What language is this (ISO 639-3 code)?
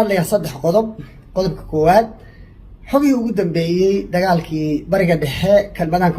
som